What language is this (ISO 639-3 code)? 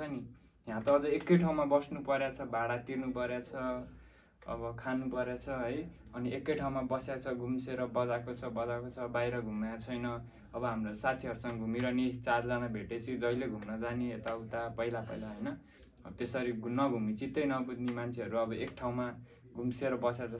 nep